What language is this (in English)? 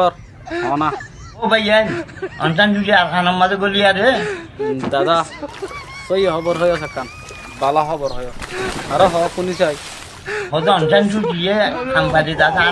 Rohingya